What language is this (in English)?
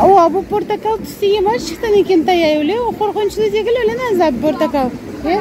Crimean Tatar